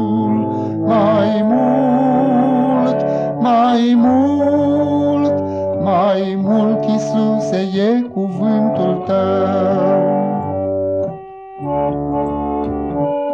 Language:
Romanian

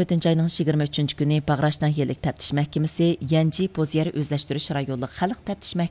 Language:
Uyghur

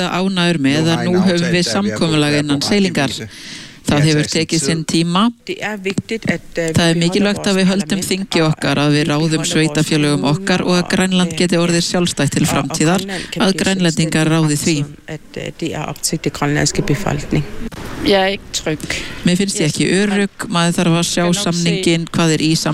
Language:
Icelandic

